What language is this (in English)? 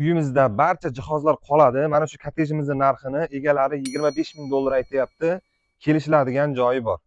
Uzbek